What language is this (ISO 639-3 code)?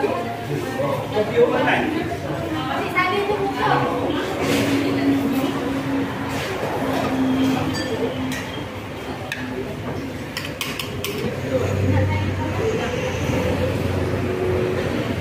msa